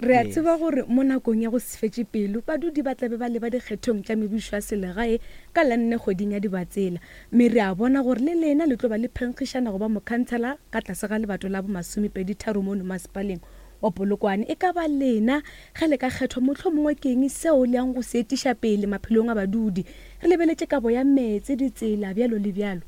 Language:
Northern Sotho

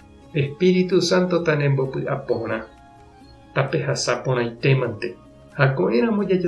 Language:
Guarani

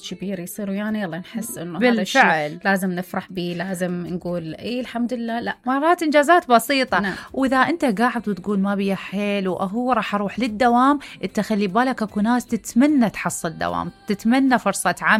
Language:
Mesopotamian Arabic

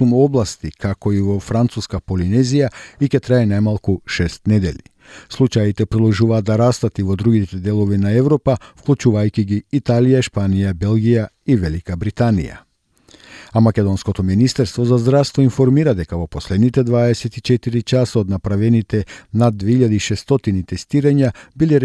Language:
Macedonian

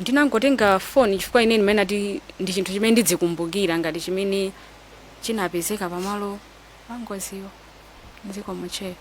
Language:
Nyanja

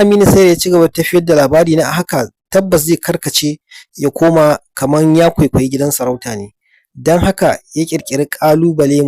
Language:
Hausa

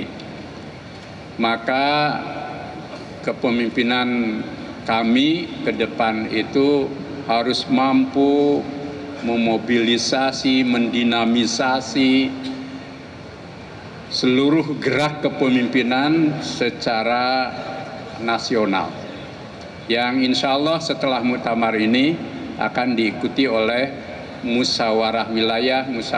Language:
Indonesian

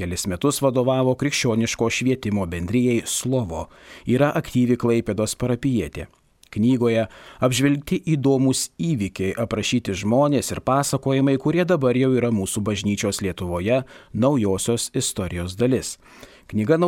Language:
Lithuanian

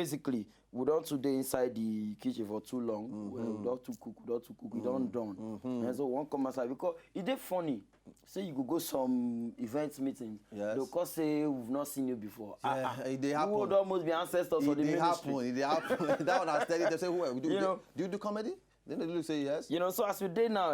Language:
Nigerian Pidgin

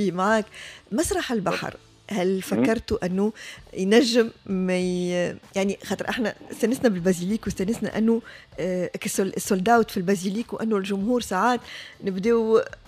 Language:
Tunisian Arabic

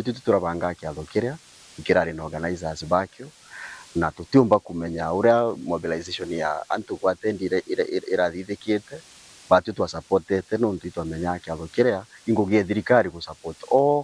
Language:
Meru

